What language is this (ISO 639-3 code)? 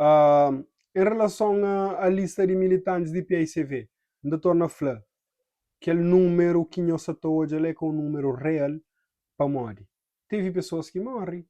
kea